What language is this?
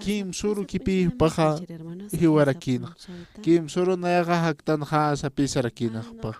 Aymara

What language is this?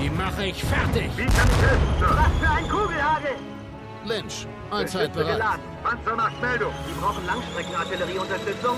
Bavarian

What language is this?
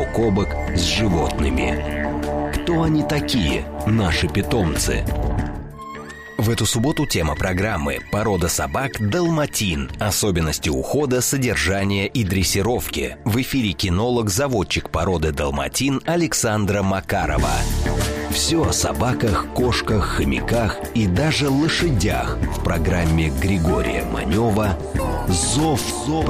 Russian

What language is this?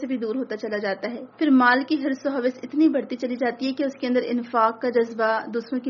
Urdu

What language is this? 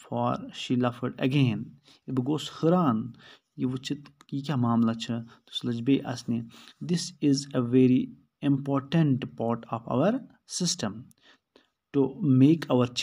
Kashmiri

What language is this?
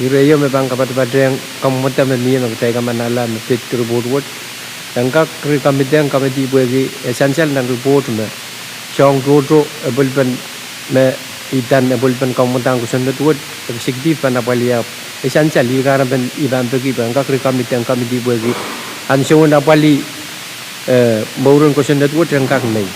Pohnpeian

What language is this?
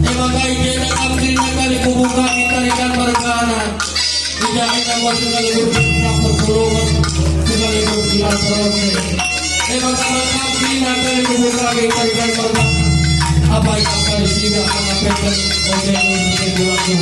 Batak Karo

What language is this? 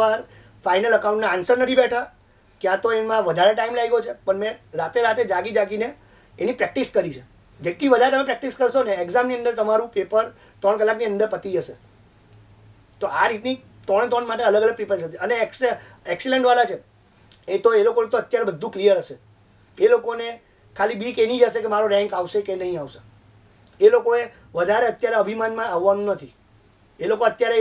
Gujarati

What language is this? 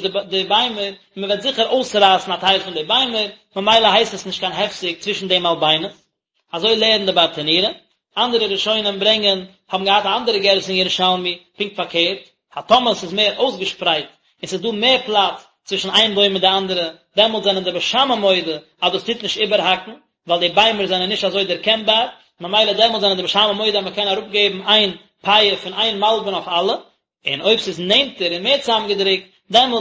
Yiddish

